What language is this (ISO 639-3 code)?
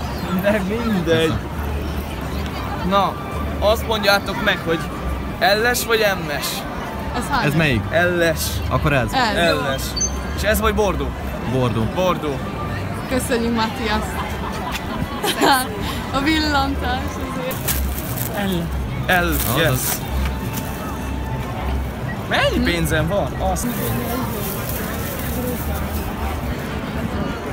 hun